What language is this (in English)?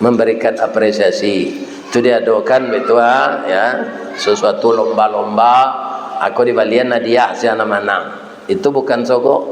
Minangkabau